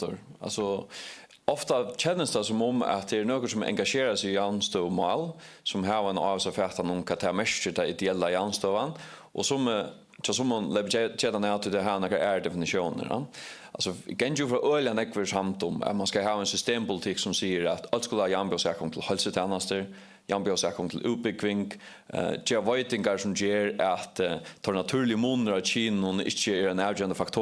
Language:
Faroese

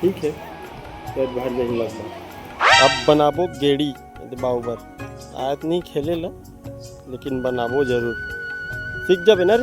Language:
Chhattisgarhi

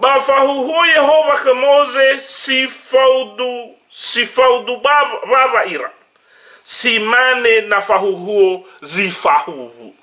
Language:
Nias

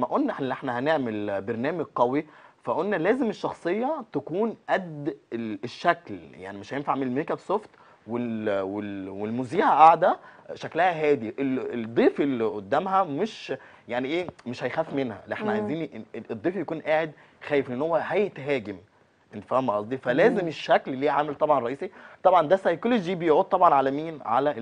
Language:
Egyptian Arabic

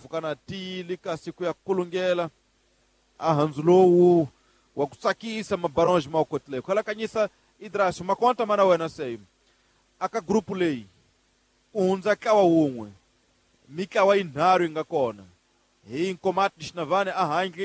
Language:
Tsonga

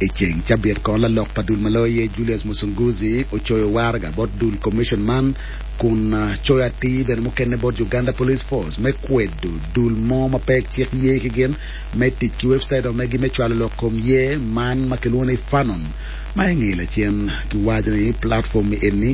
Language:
Acoli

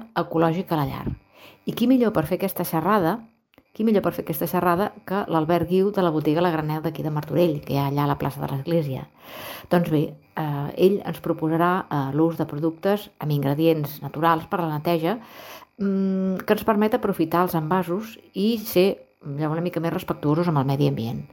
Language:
Catalan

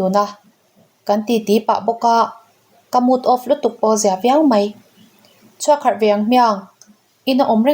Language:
Mizo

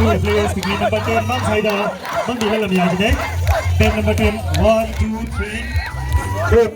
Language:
Tangkhul Naga (India)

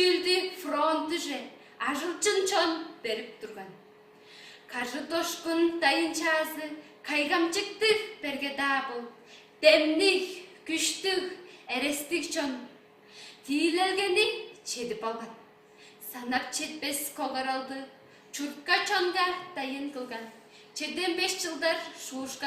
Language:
Tuvinian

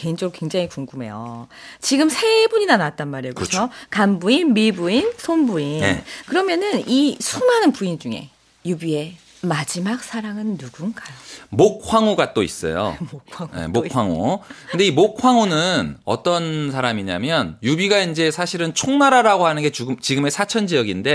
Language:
Korean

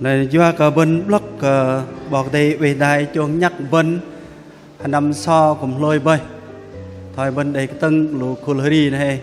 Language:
Bahnar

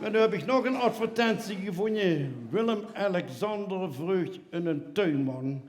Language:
Limburgish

